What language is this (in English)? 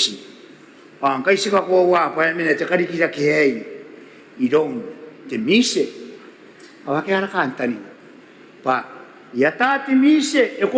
Gilbertese